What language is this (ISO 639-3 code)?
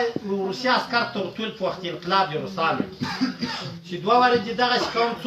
pus